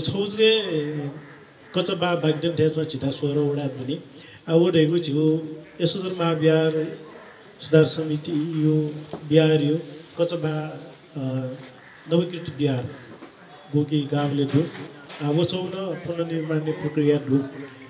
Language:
Newari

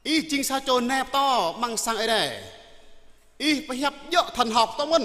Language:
Jarai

